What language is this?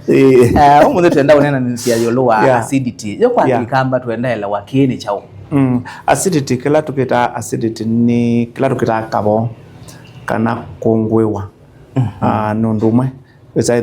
Kamba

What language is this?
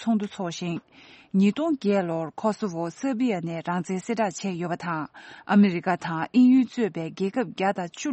Tibetan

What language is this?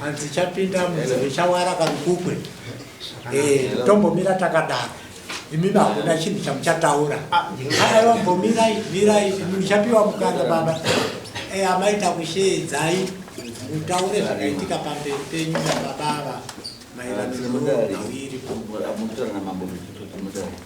Shona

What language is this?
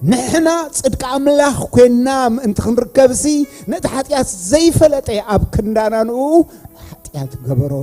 Tigrinya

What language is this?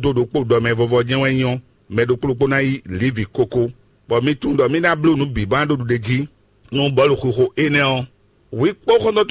Fon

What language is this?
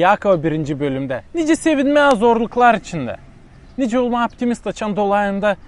Gagauz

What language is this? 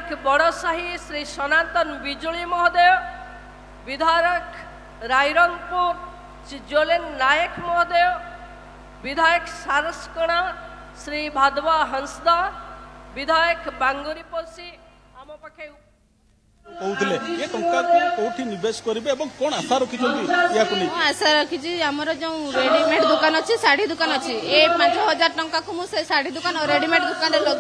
Odia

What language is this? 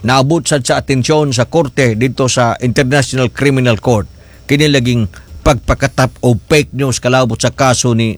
Cebuano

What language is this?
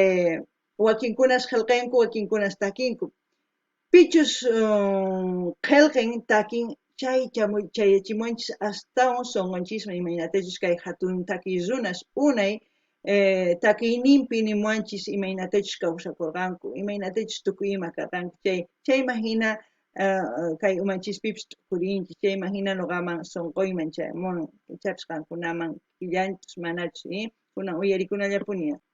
Quechua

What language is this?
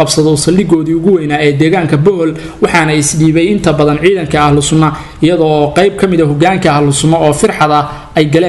Somali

